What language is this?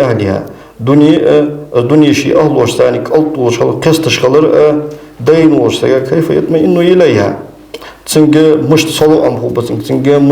Ingush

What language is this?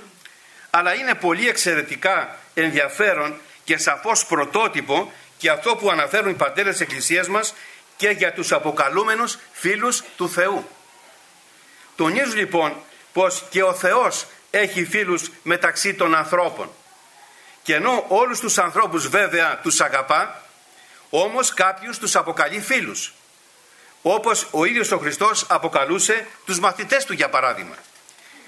Greek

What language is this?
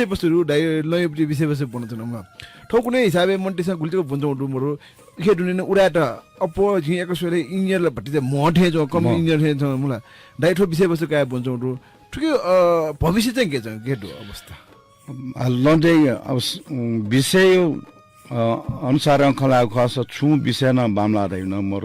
Newari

